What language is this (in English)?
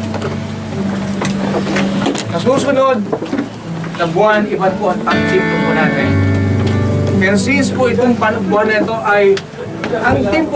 Filipino